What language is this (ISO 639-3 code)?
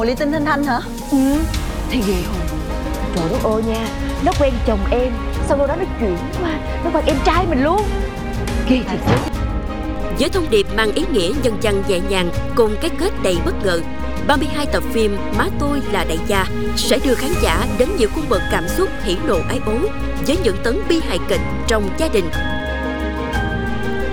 vie